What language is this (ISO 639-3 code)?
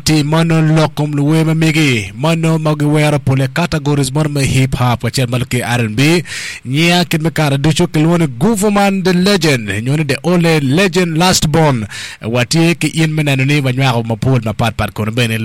ach